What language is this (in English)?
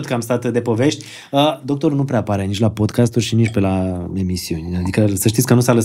Romanian